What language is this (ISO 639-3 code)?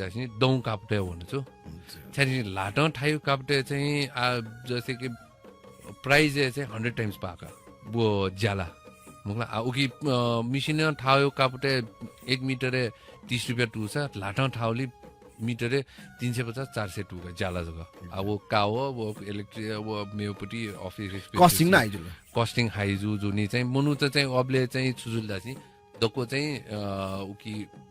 new